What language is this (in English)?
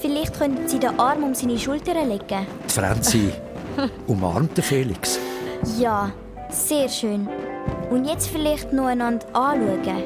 Swiss German